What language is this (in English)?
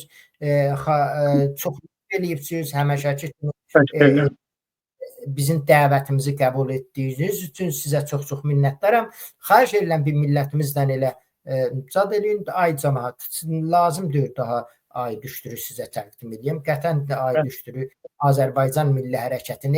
Azerbaijani